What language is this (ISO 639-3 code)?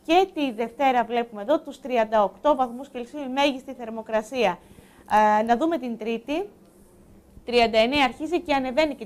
ell